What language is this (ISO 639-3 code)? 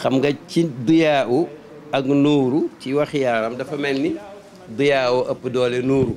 wol